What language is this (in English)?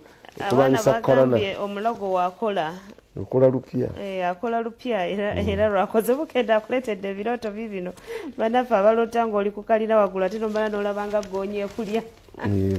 Ganda